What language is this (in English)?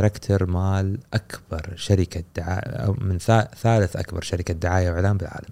Gulf Arabic